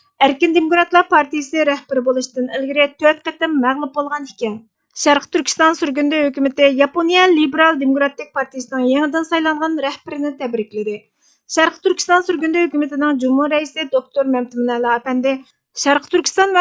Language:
Uyghur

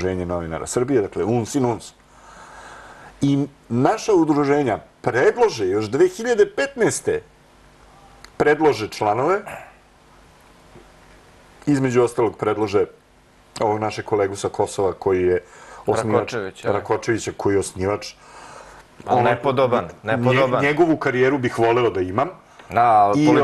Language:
Serbian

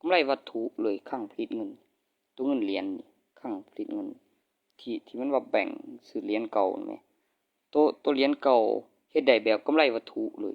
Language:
Northeastern Thai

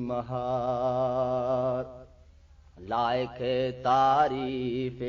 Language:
Eastern Balochi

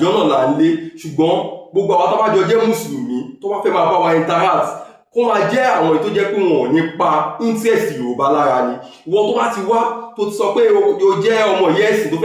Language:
Yoruba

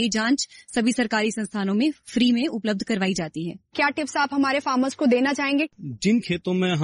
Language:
Hindi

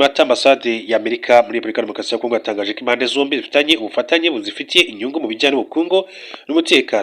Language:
Kinyarwanda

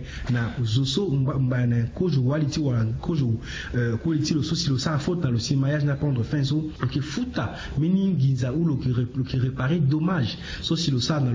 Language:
Sango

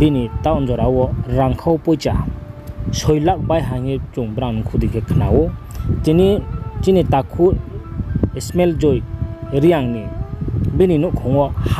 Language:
Riang (India)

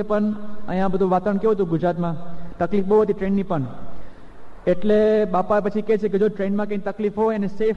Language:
Gujarati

